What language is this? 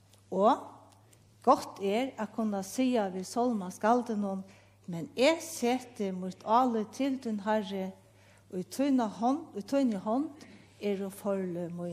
Faroese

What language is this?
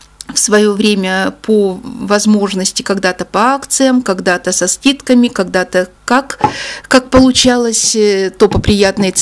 Russian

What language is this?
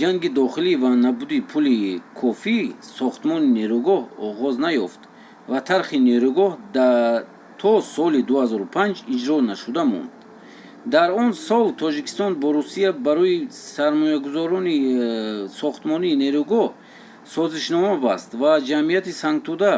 Tajik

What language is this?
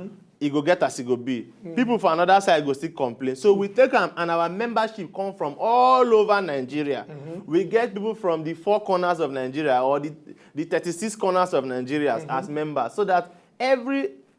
Nigerian Pidgin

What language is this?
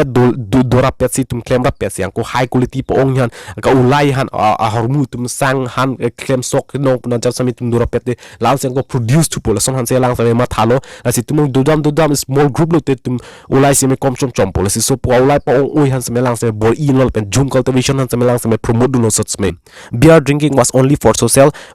Karbi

